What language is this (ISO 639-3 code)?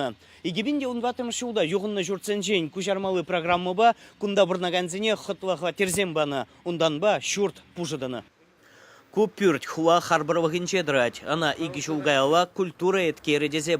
chv